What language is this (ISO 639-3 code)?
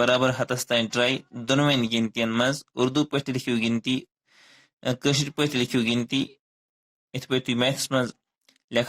kas